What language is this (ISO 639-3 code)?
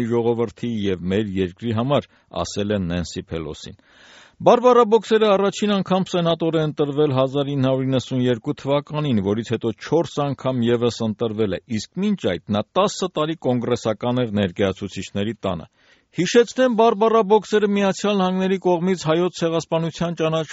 hye